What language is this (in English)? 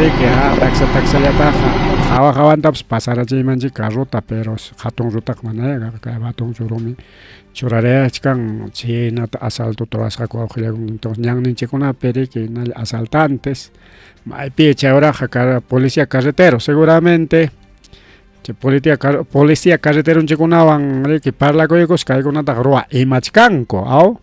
Ayacucho Quechua